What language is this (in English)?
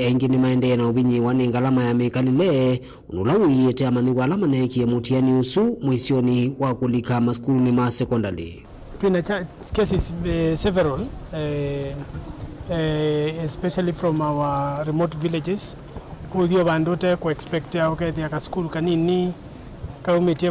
Kamba